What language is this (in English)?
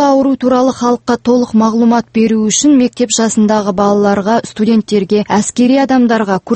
Kazakh